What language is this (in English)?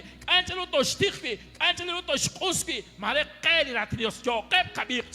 Kekchí